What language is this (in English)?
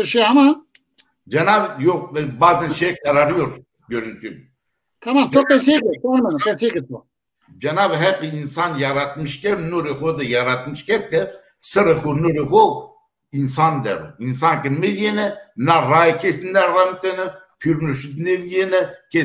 Zaza